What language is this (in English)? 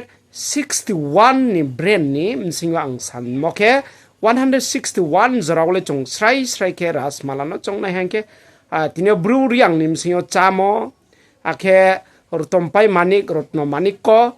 Riang (India)